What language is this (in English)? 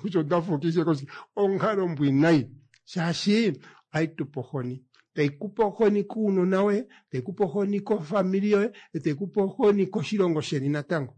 Kuanyama